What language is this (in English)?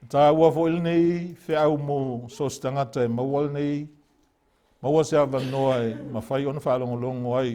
Samoan